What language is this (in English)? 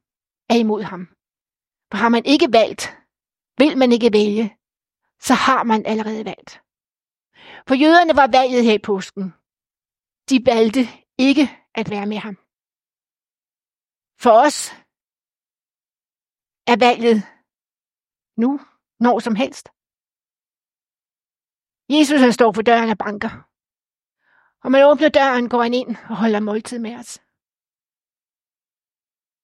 Danish